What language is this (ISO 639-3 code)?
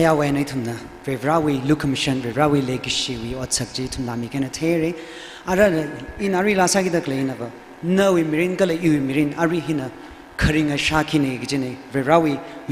nmf